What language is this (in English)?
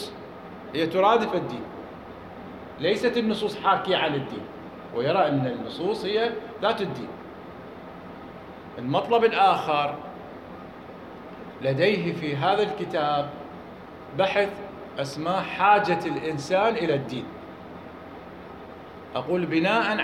Arabic